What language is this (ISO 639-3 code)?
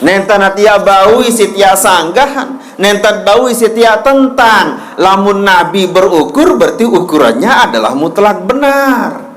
sas